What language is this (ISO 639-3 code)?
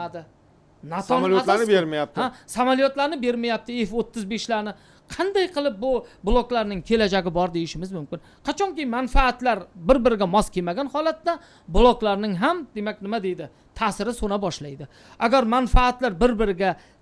uzb